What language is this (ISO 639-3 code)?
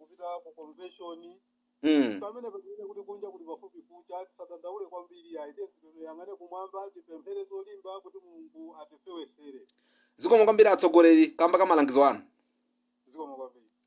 nya